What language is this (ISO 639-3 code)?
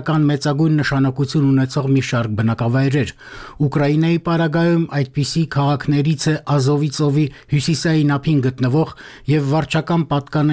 hye